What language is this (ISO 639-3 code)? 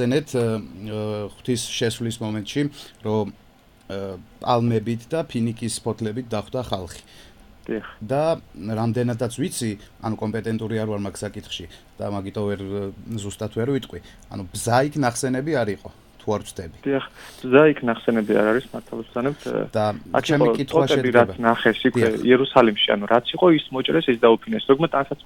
kat